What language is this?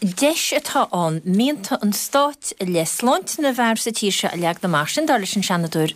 Irish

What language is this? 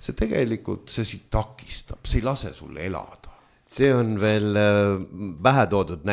Estonian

